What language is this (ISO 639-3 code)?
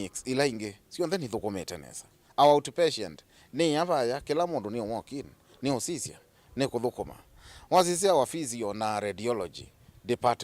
kam